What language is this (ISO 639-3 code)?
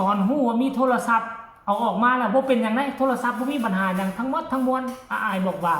tts